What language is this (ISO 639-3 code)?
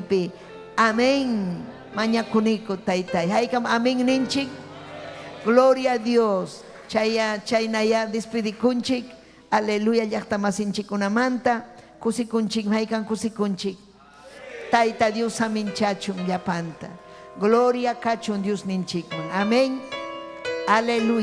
quy